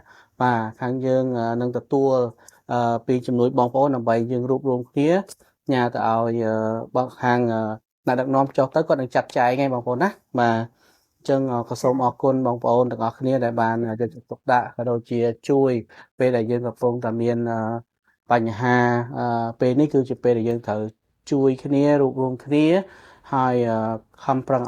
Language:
Khmer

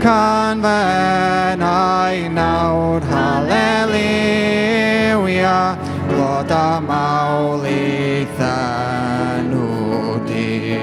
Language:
Welsh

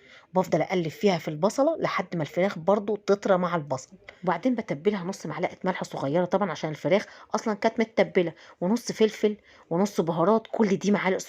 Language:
Egyptian Arabic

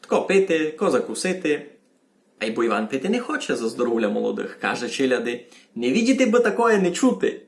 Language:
Rusyn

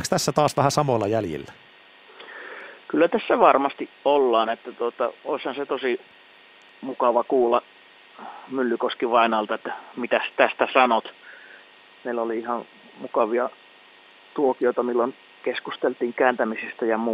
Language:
Finnish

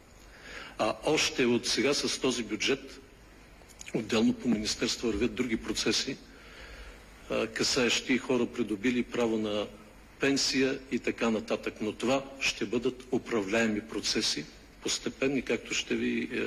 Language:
Bulgarian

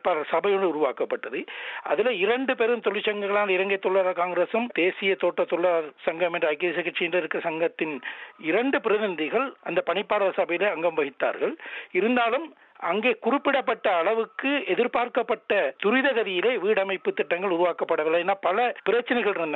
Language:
Tamil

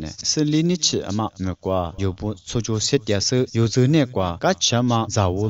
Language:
Lisu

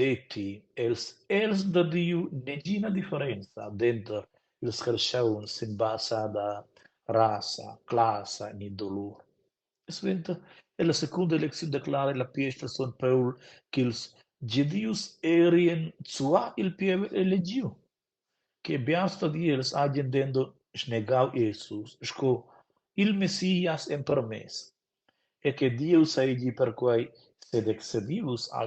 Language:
Romansh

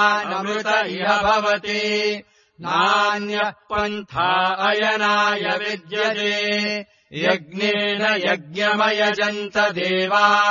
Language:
Sanskrit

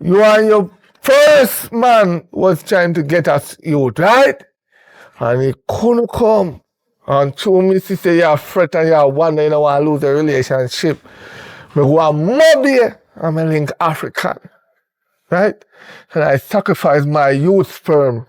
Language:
Jamaican Creole English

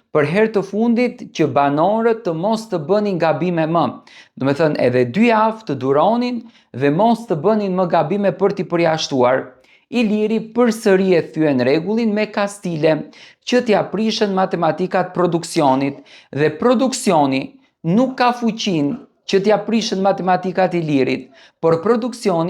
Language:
Albanian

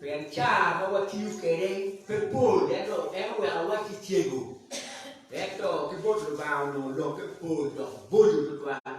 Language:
Acoli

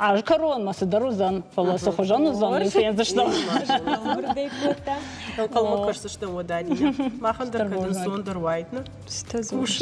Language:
Ossetic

